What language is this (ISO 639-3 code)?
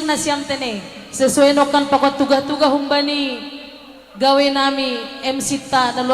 bts